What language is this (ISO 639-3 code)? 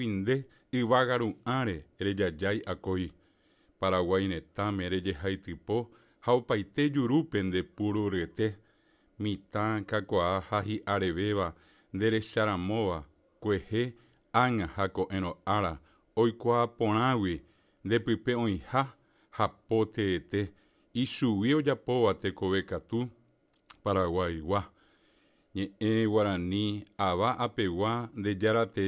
grn